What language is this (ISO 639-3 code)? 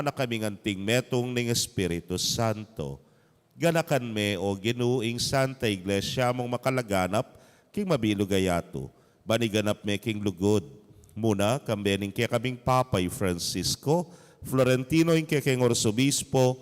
pam